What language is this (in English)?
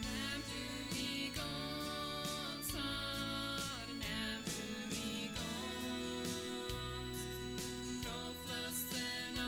Plautdietsch